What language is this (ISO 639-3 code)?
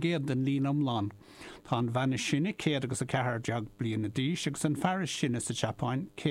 gle